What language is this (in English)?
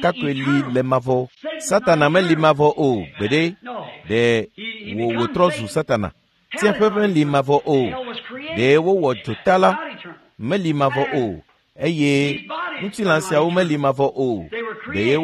Ewe